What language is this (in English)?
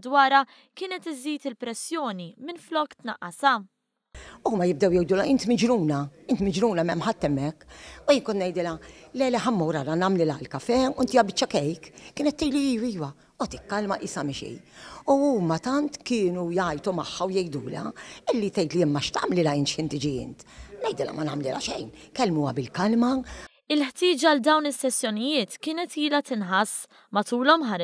Maltese